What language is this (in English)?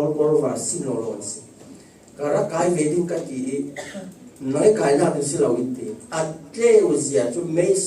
Falam Chin